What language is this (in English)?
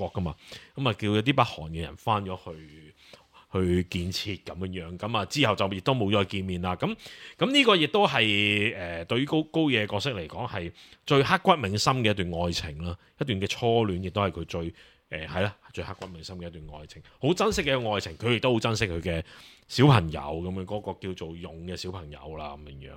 Cantonese